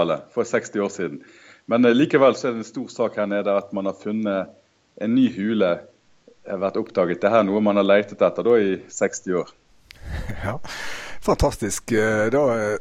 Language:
Norwegian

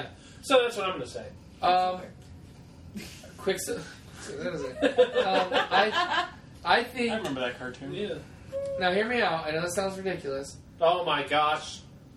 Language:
English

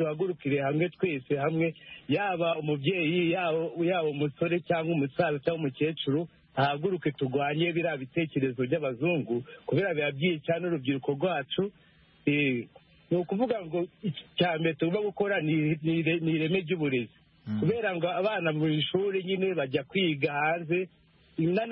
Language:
Kinyarwanda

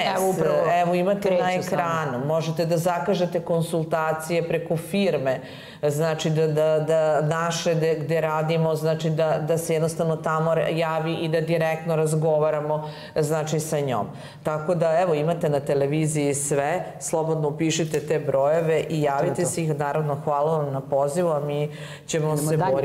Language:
Serbian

